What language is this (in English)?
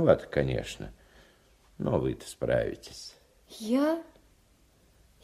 Russian